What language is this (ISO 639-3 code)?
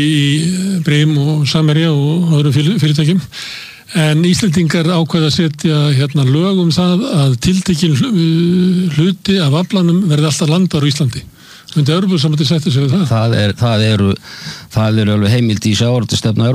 isl